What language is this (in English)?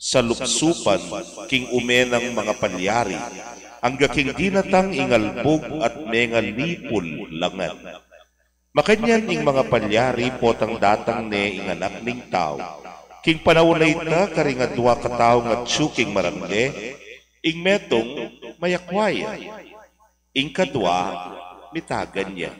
Pampanga